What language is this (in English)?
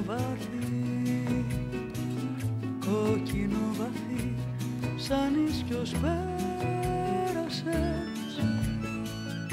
Greek